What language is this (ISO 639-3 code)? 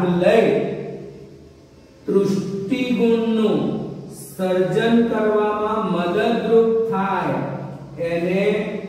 guj